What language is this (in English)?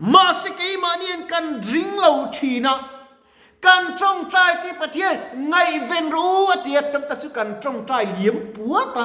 Mizo